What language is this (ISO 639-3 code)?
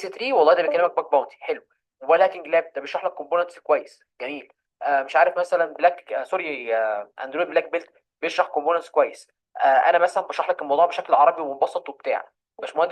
arz